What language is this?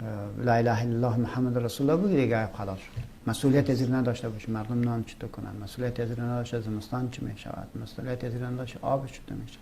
Persian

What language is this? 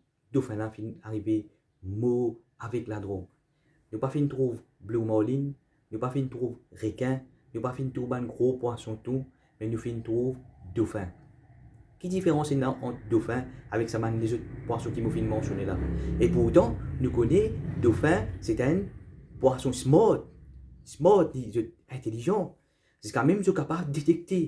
Morisyen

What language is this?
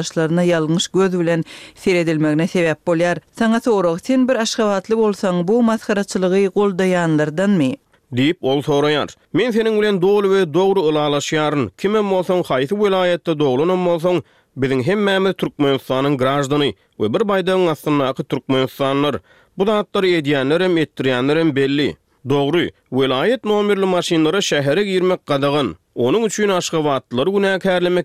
Turkmen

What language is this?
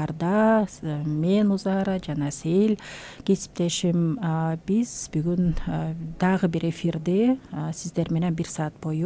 Kyrgyz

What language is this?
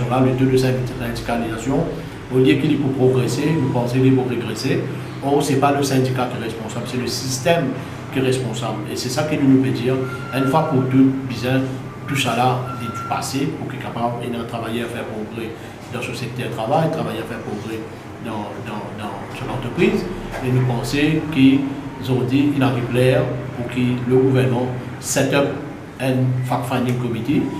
Morisyen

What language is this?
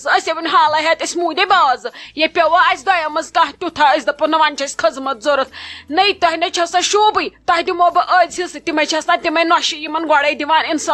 Kashmiri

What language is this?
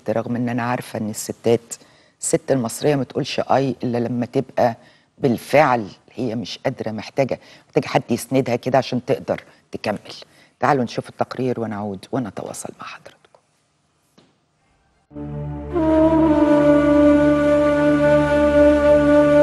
Egyptian Arabic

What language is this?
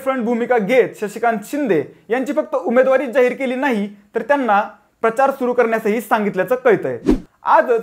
Marathi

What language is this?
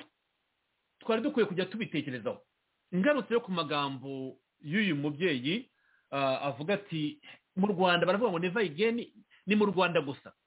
Kinyarwanda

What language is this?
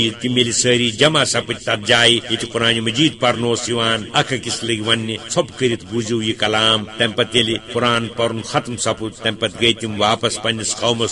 Kashmiri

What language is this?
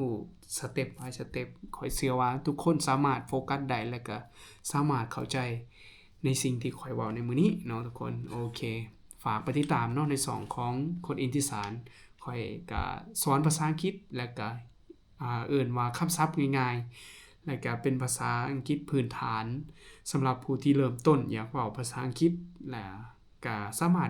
Lao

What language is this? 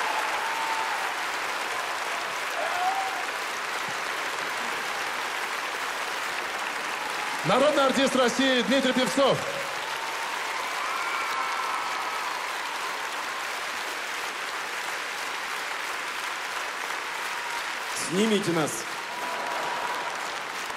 Russian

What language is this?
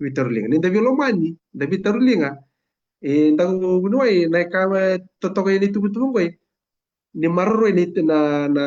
Fijian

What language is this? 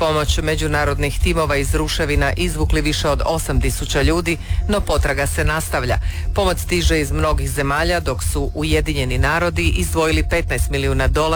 Croatian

